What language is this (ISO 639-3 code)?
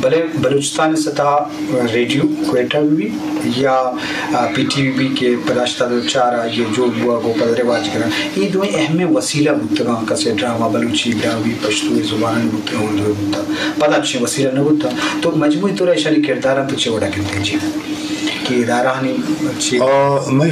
bgp